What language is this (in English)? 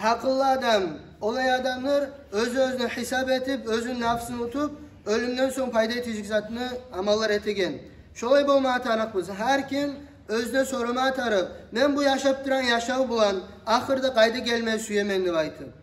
Kumyk